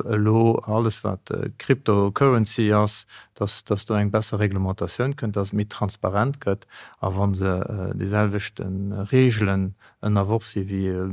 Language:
Luxembourgish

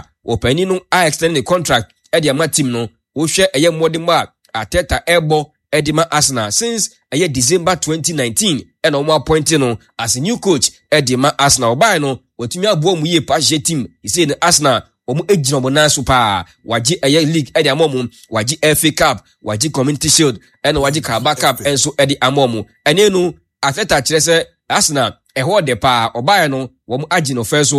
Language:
Akan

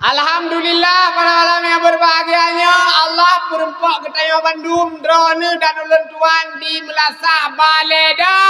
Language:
Achinese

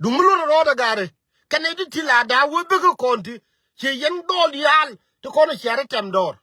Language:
Nuer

